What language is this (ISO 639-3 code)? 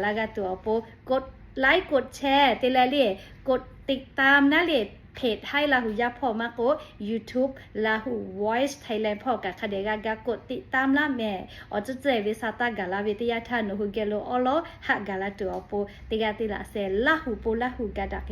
lhu